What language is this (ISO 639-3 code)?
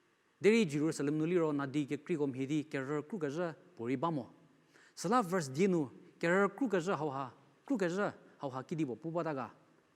njm